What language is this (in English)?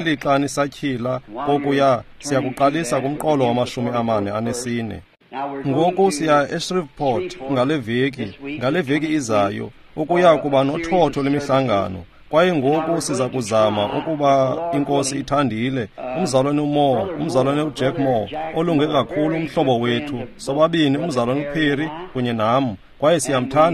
Xhosa